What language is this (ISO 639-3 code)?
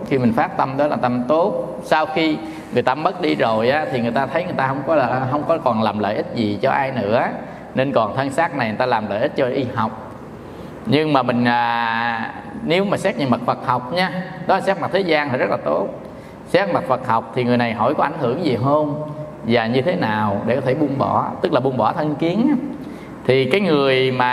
vie